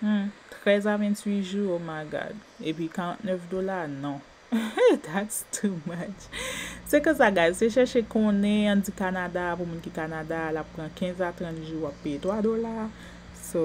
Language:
Haitian Creole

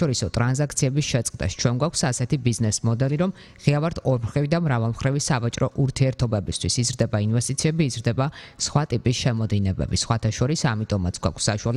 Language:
Georgian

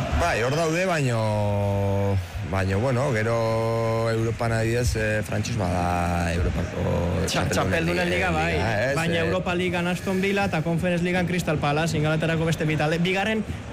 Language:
Basque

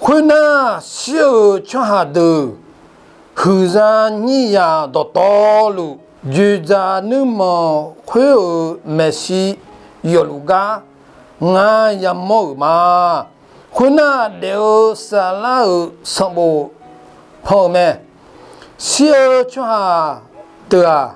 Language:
Akha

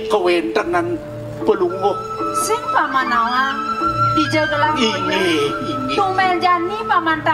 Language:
Balinese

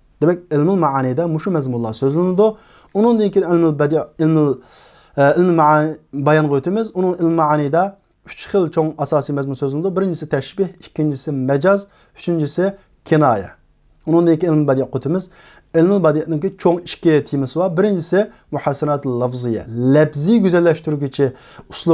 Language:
Uyghur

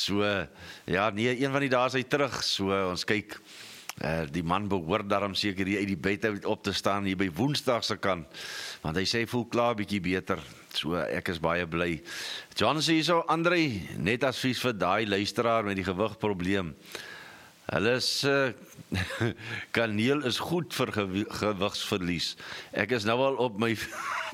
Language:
Afrikaans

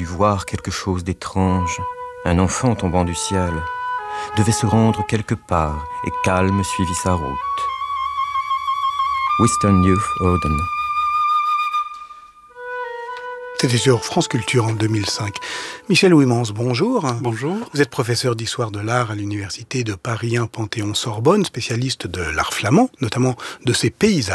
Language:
French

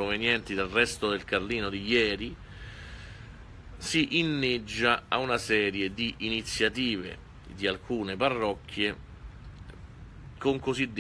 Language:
Italian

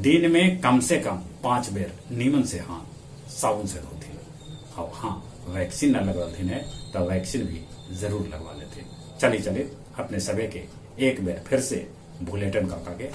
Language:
Magahi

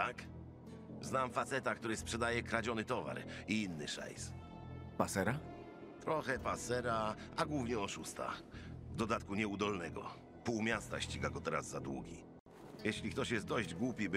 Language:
Polish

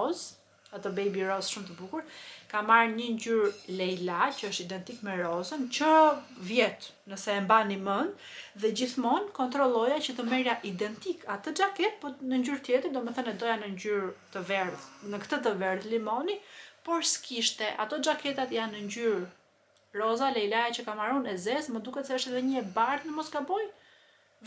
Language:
Albanian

